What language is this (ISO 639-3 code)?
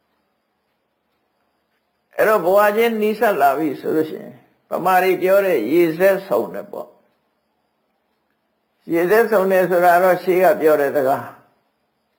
mya